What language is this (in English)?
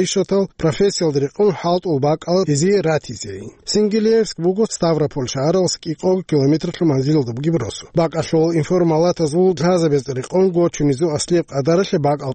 Avaric